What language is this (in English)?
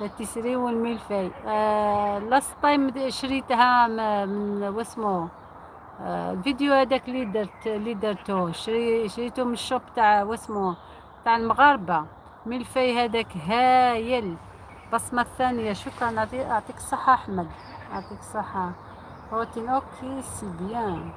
Algerian Arabic